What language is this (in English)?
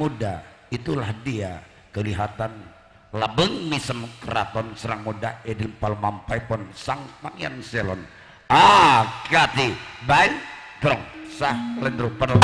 Madurese